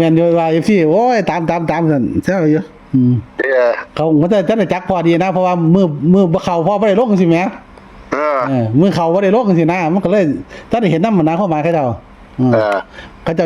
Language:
Northeastern Thai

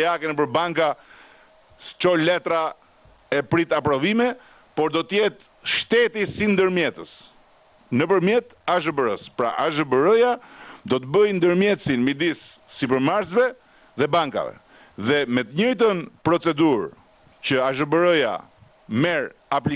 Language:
Albanian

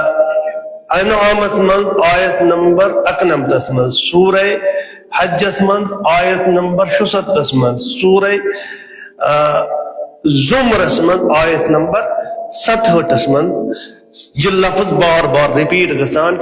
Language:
Kashmiri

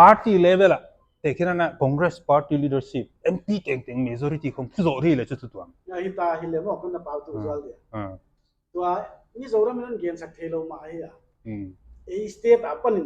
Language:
Paite Chin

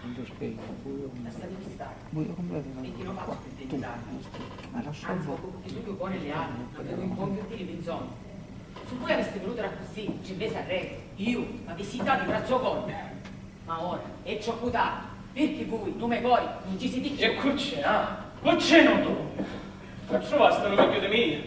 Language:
Sicilian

